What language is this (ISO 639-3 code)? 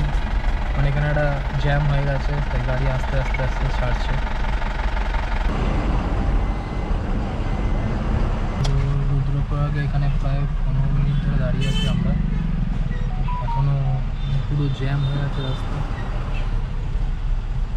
ben